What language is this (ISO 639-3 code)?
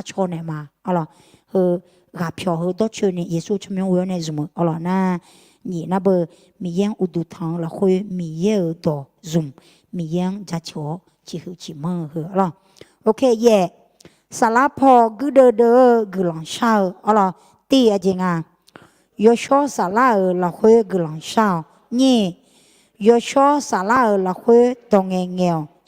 ahk